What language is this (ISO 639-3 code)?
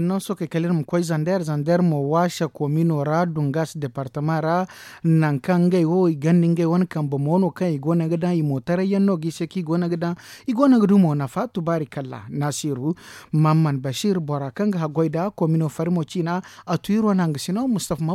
dje